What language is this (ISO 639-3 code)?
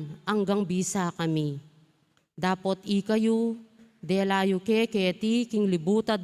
pam